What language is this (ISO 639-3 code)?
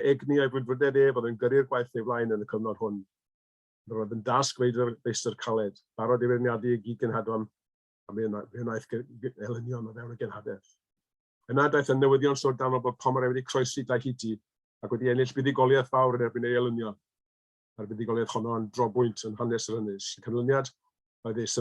cym